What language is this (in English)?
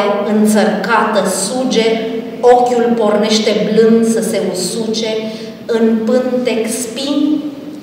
Romanian